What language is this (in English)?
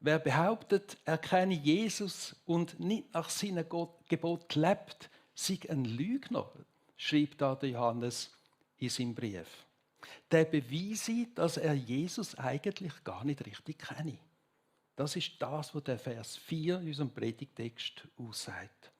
Swiss German